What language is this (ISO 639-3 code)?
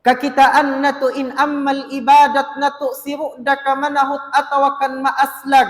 tsg